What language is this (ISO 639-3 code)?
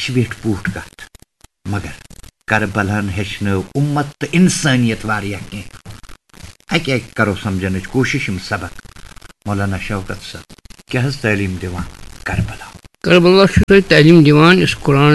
kas